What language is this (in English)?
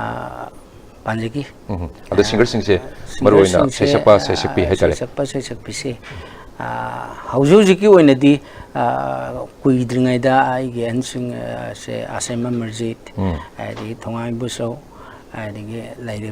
Manipuri